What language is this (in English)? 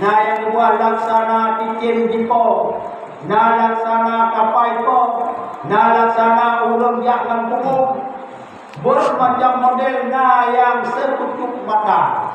Achinese